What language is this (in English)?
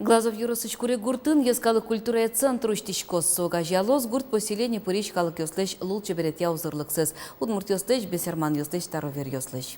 Udmurt